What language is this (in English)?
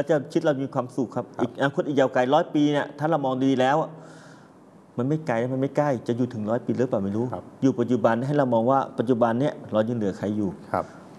Thai